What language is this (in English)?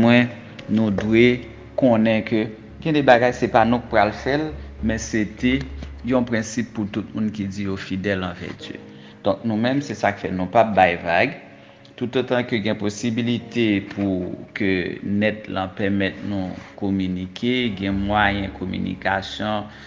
Haitian Creole